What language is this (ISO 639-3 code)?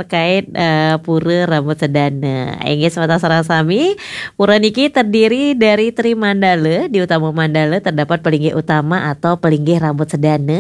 ban